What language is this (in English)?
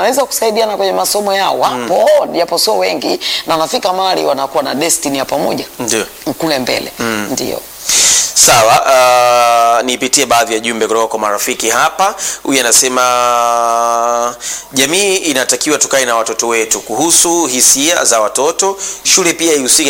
Swahili